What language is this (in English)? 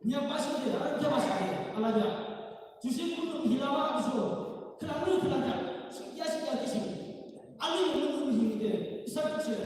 Yimchungru Naga